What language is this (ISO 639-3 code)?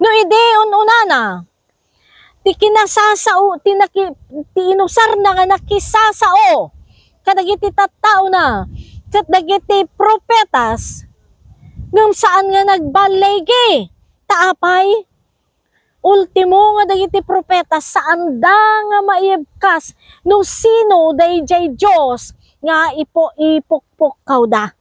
ilo